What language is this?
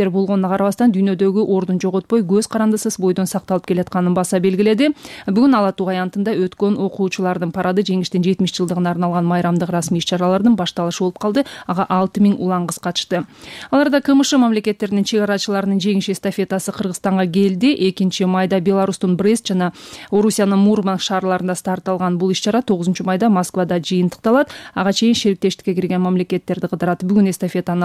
Kyrgyz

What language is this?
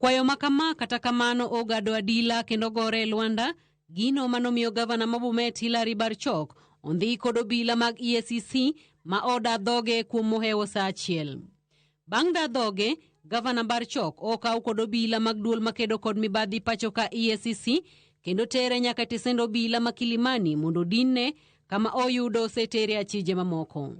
Luo (Kenya and Tanzania)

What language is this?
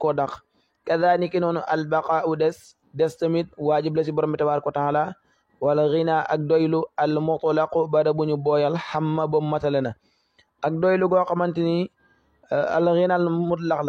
Wolof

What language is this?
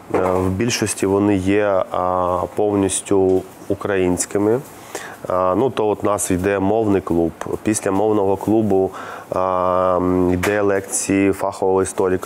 Ukrainian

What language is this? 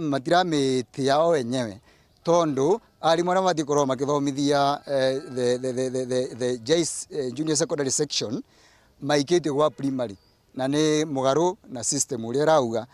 Meru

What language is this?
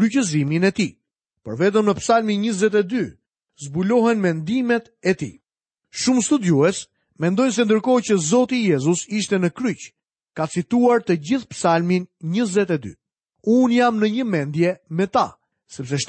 Albanian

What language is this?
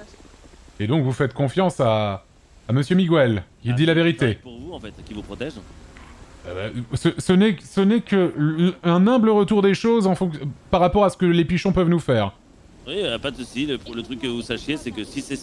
French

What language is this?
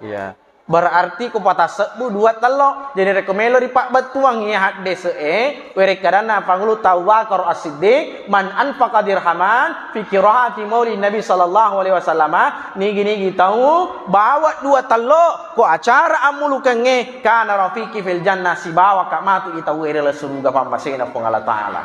Buginese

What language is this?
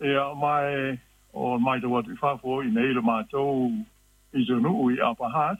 Samoan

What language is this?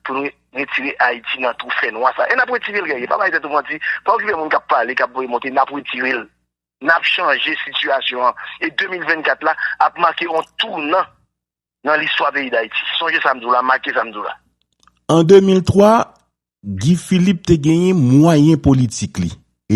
Haitian Creole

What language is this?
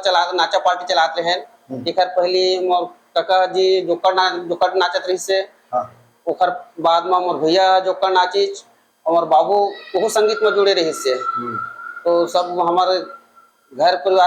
Chhattisgarhi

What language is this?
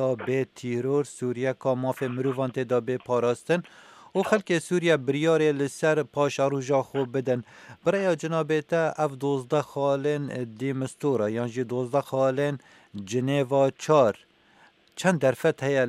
Kurdish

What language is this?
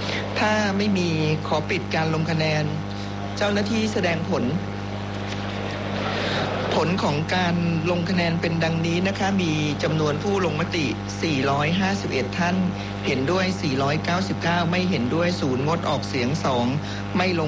Thai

